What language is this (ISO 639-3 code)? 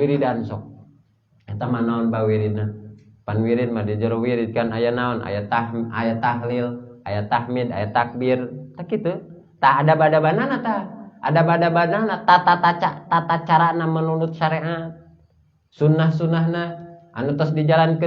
sun